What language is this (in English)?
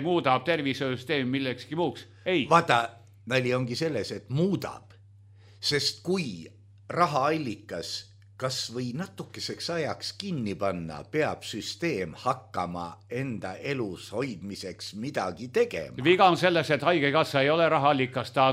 Estonian